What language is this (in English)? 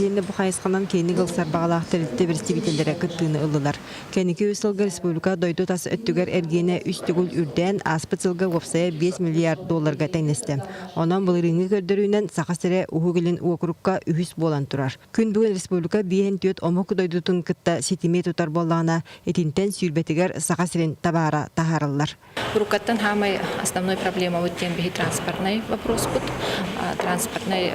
Yakut